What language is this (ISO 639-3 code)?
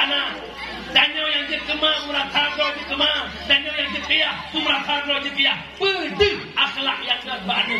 ace